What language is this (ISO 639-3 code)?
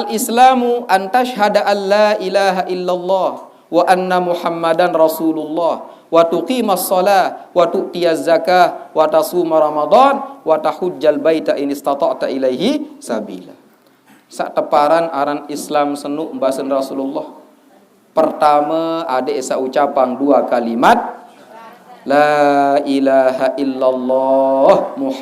sas